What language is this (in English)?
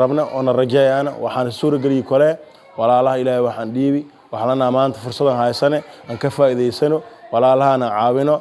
Somali